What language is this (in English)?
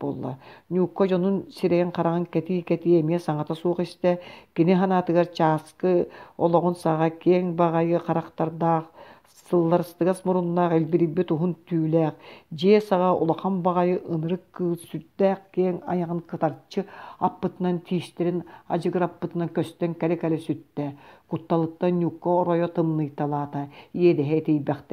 Yakut